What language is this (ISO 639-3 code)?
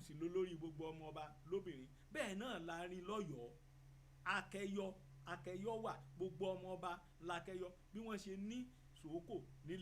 yor